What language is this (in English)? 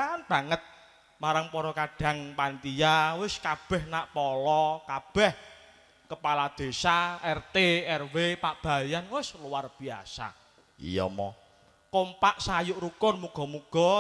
Javanese